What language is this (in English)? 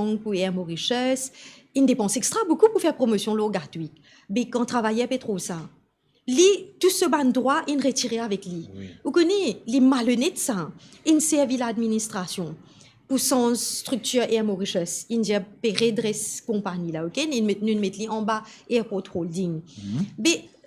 Morisyen